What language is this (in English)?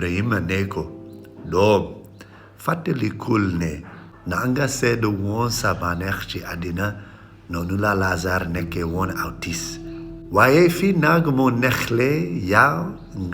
Wolof